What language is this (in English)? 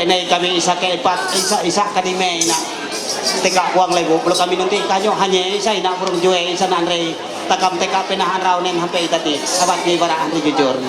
Ma'anyan